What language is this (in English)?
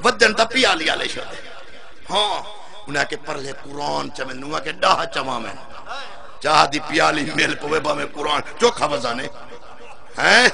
Saraiki